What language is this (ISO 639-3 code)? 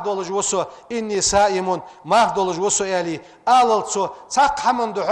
inh